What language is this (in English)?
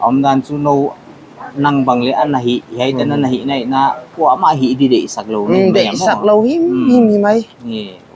Paite Chin